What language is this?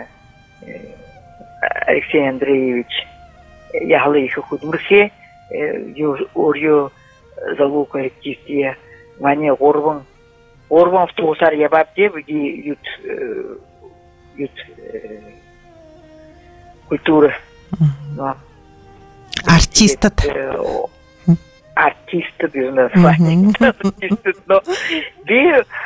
Buriat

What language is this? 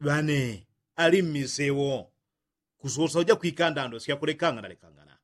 Yao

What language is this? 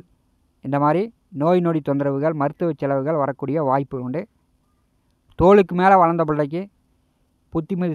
Tamil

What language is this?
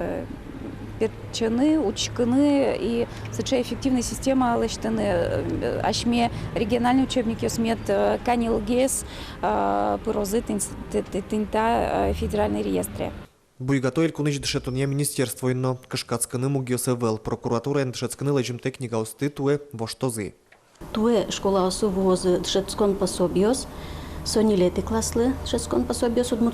Udmurt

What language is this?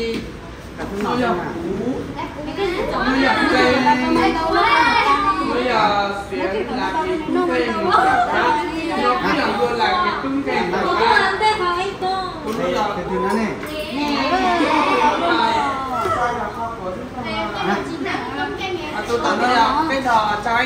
Vietnamese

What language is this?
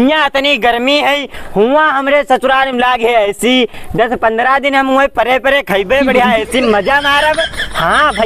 Awadhi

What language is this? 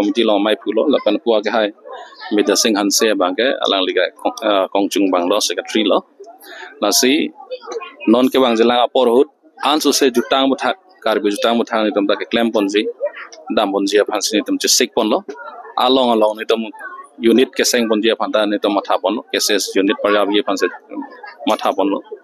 Karbi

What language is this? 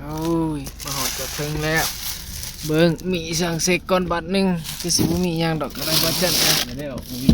Northeastern Thai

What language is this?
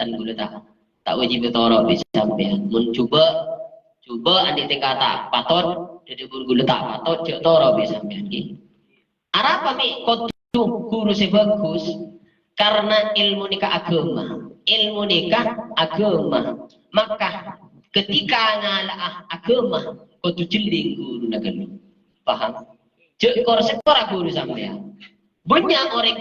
Madurese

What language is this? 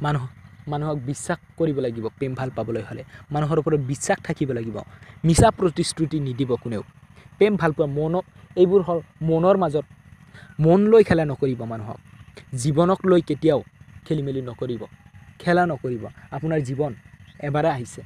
Assamese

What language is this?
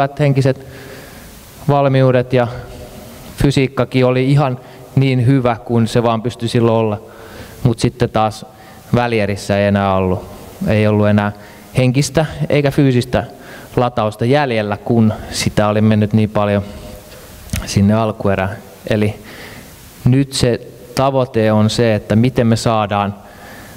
Finnish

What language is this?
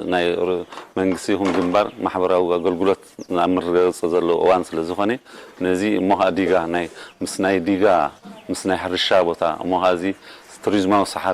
Tigrinya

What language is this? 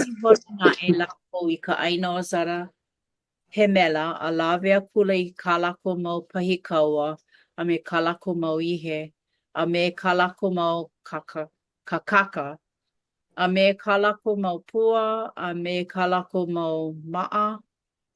Hawaiian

